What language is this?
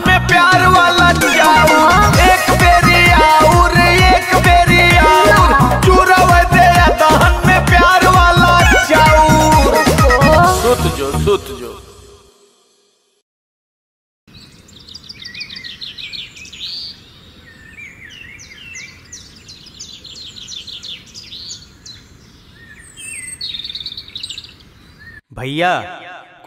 Bhojpuri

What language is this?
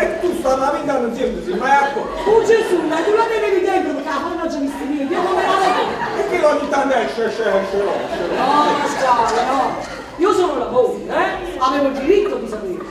Neapolitan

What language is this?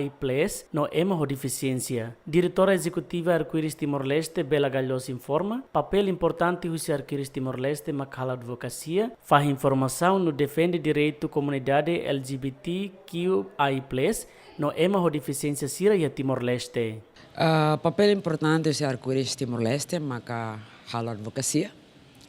Tetum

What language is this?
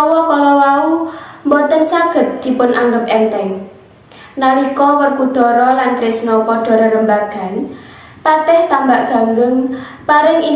Javanese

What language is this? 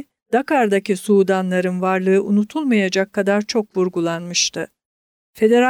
Turkish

